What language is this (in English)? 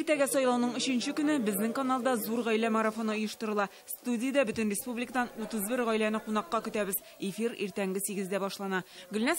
Tatar